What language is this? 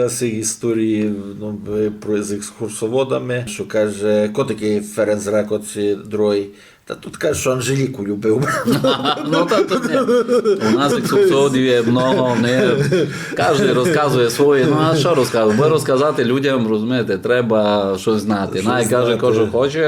Rusyn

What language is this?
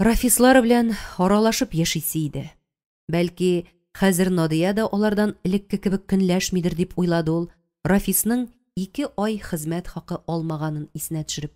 Tatar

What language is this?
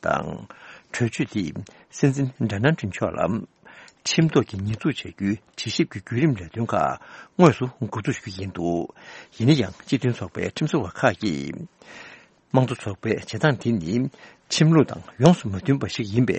Tibetan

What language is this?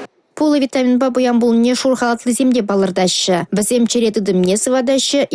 Chuvash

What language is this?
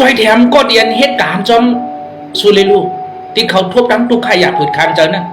Shan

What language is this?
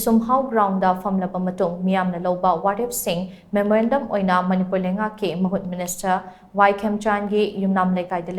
Manipuri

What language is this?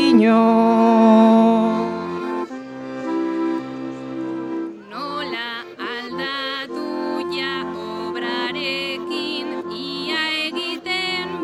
Basque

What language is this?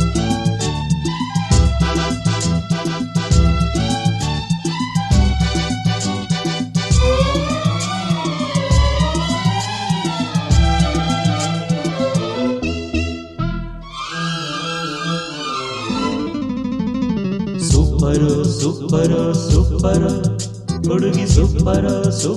Kannada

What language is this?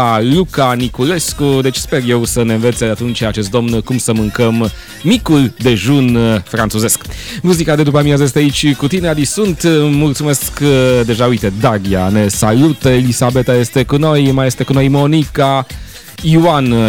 Romanian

